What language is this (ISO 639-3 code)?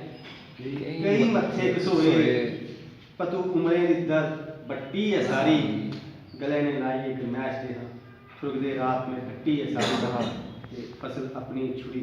doi